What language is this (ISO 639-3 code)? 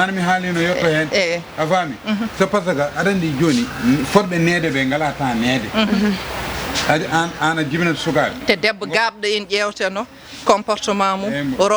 ful